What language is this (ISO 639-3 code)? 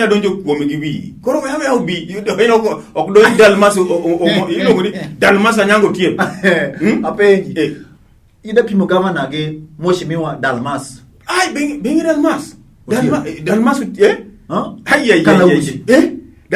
luo